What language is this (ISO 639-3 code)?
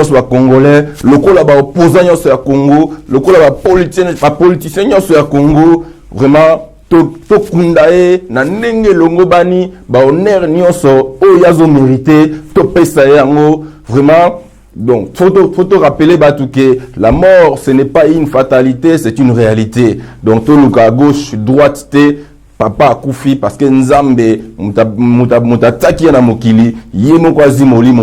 lin